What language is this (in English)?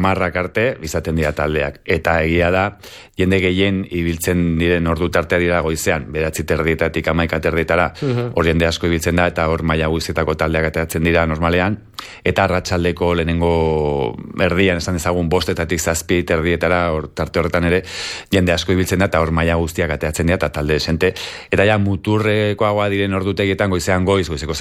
Basque